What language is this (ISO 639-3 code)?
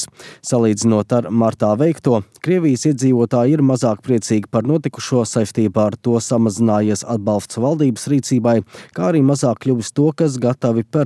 lav